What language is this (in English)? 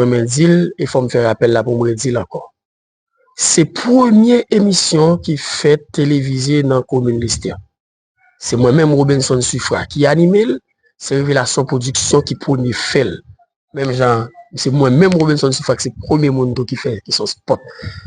Haitian Creole